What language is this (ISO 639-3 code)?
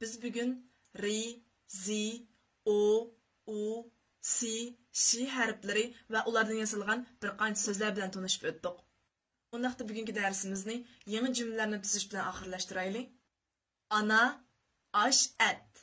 uig